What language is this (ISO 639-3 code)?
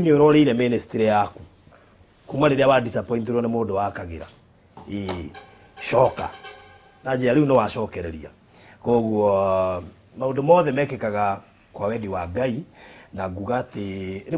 kik